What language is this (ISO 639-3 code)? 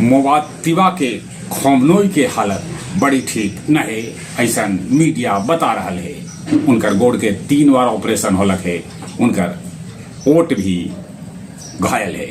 mag